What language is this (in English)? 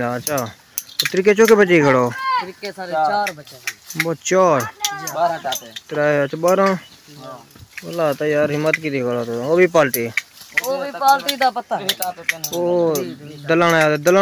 Saraiki